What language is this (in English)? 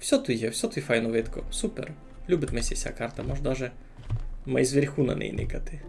Rusyn